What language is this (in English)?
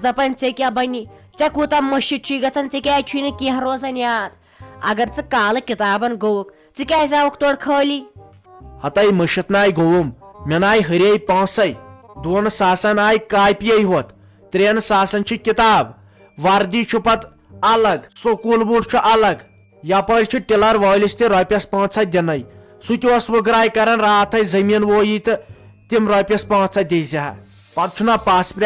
Kashmiri